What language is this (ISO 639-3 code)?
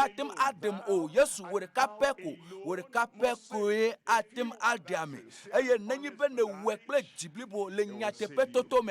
ewe